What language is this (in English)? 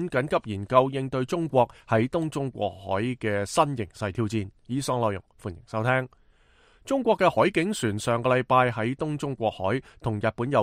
Cantonese